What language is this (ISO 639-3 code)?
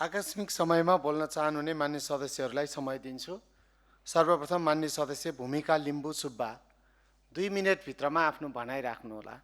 nep